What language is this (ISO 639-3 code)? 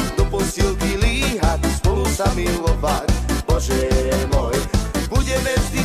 slk